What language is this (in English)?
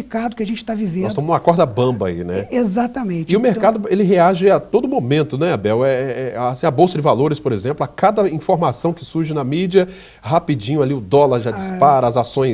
Portuguese